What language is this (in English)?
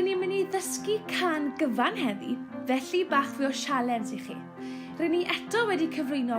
Welsh